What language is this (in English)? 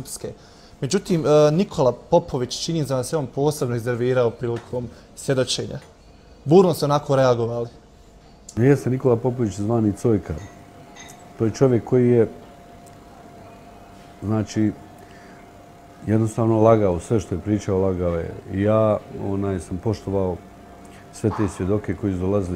Bosnian